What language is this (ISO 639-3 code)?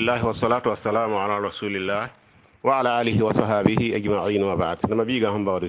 mos